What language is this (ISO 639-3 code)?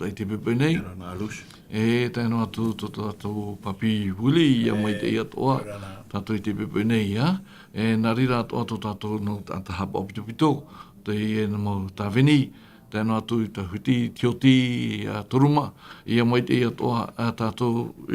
tah